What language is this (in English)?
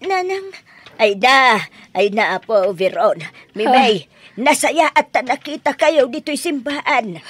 Iloko